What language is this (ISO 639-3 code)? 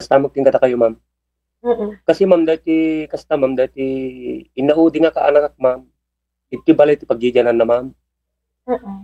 ilo